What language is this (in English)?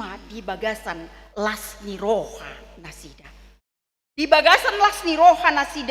Batak Toba